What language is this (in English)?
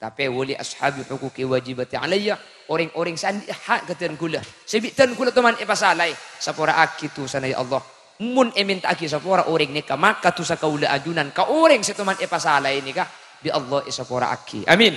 Madurese